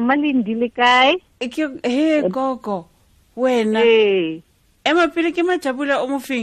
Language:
Tswana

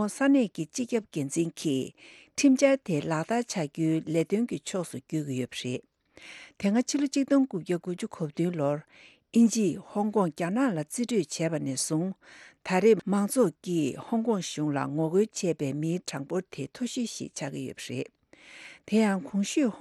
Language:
Tibetan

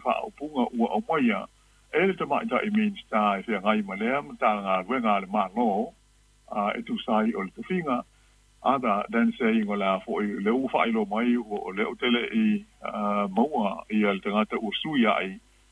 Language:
Samoan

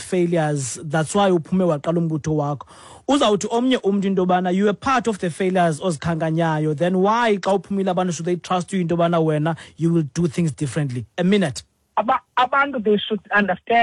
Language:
Xhosa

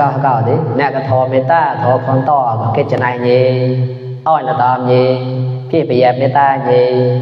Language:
Mon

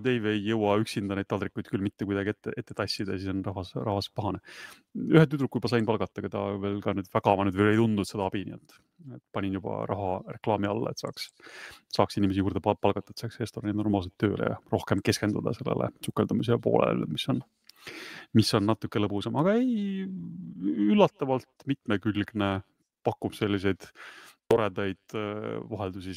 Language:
Estonian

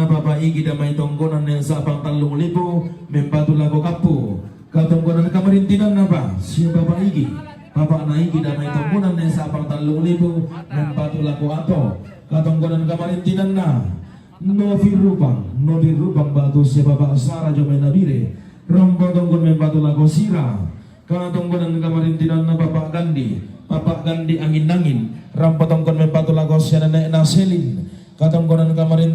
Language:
Toraja-Sa'dan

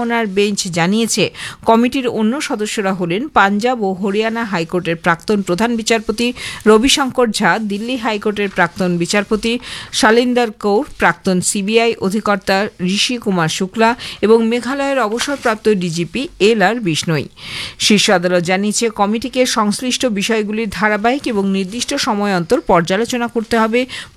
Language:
Bangla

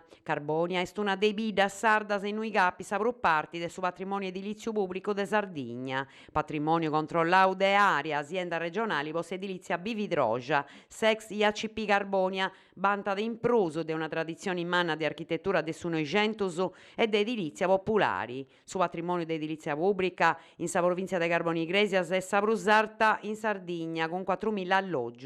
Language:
Sardinian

